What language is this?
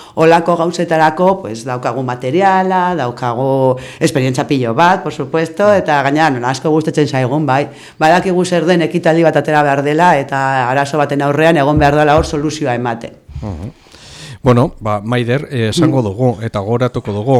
Basque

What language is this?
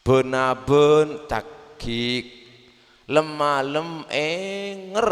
Madurese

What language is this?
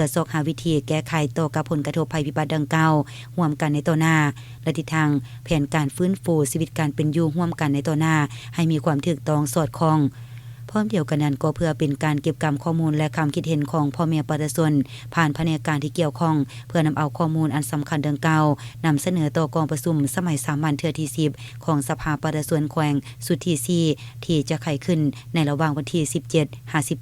Lao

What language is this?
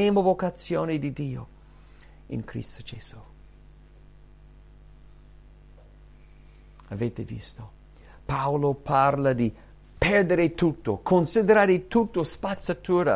Italian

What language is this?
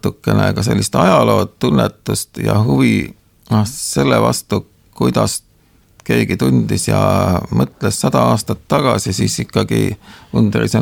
Estonian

